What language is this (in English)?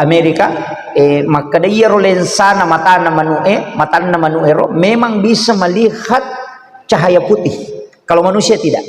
Buginese